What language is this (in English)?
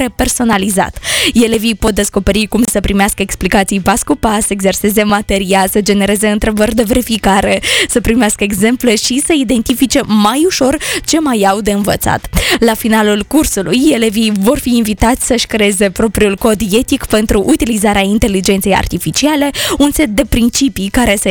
Romanian